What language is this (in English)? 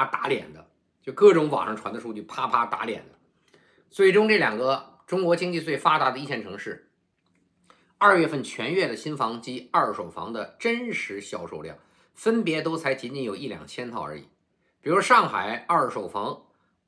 Chinese